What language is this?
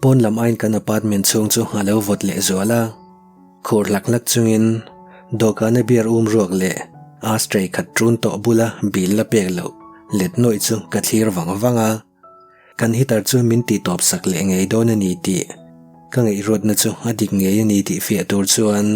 Mizo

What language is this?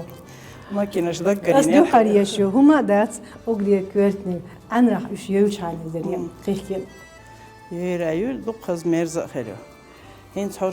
Chechen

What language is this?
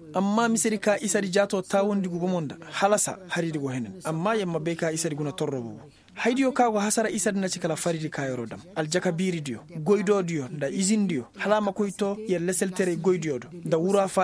Koyraboro Senni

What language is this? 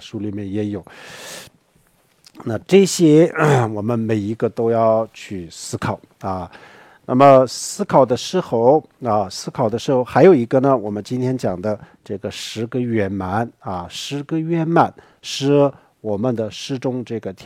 Chinese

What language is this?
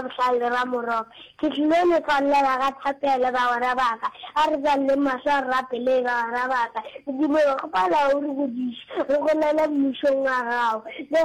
Northern Sotho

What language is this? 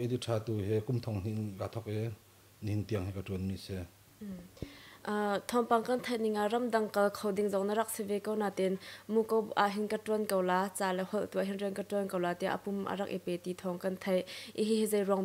Hakha Chin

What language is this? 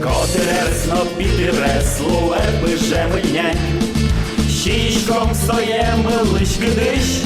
Udmurt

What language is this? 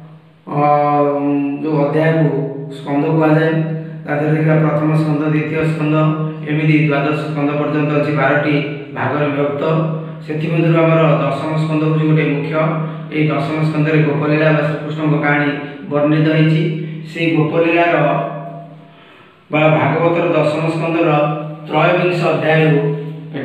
Odia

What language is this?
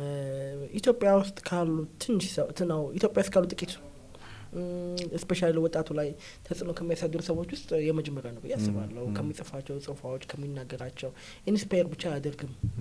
Amharic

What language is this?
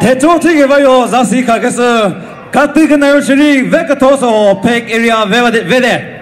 Chokri Naga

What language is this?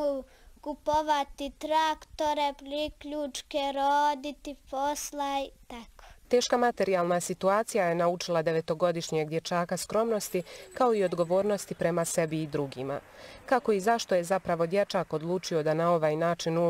Bosnian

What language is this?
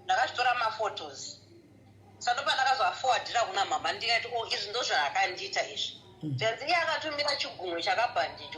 Shona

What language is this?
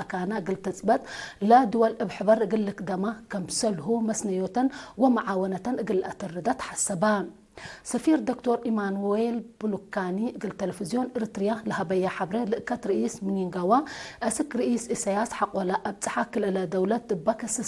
Tigre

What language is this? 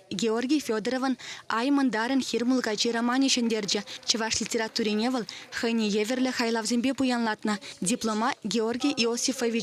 Chuvash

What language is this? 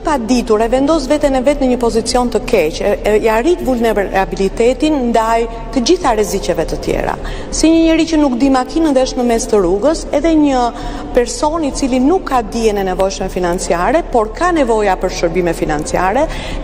Albanian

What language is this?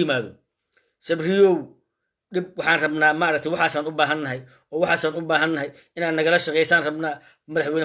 Somali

